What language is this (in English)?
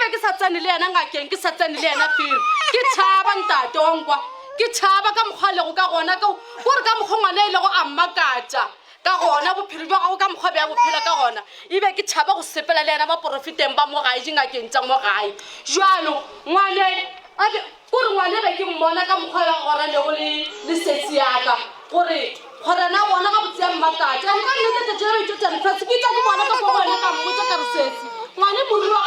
Northern Sotho